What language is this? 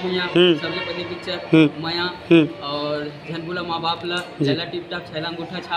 Chhattisgarhi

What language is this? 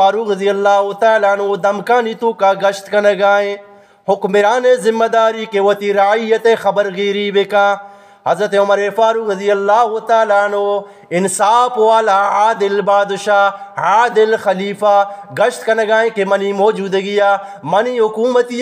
Eastern Balochi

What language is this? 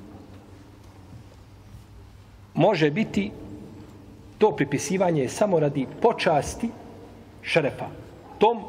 Bosnian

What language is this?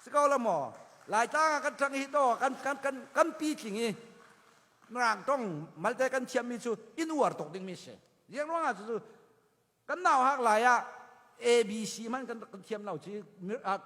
Falam Chin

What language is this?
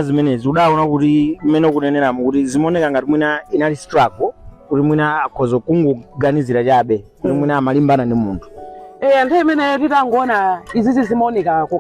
Nyanja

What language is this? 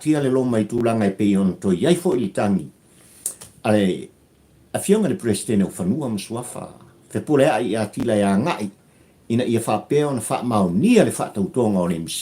Samoan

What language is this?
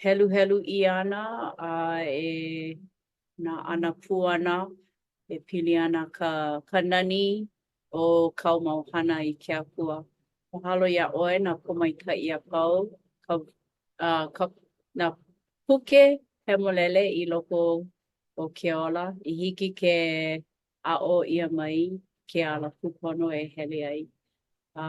Hawaiian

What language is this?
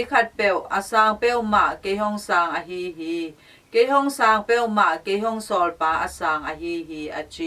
Tedim Chin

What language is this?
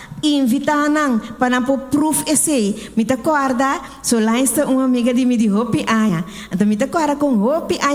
Papiamento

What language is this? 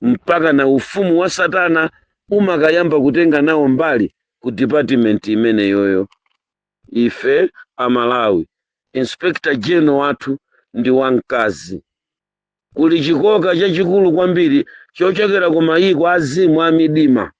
Nyanja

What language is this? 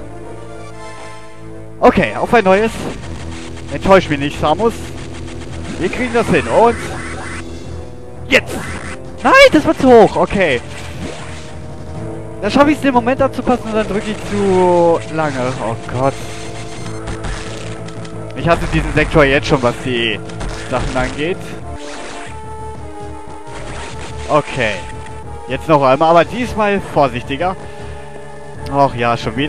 German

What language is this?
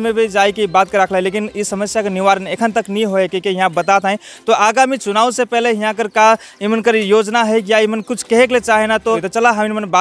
Sadri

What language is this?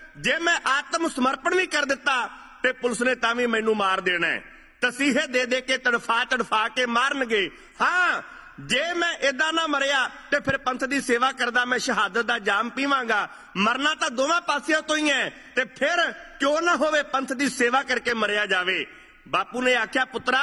Punjabi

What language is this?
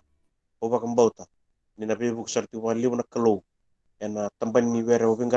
Fijian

